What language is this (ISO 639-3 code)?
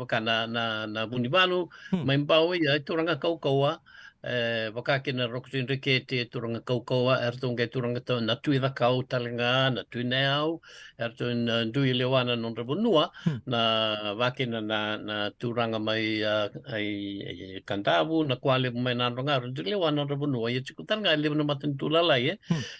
fij